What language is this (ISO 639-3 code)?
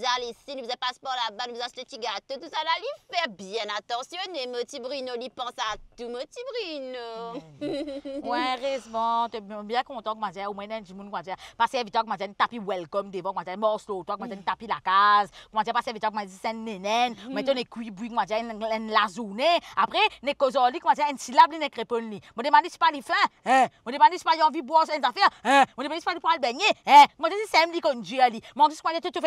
mfe